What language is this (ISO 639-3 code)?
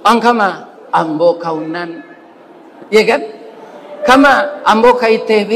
min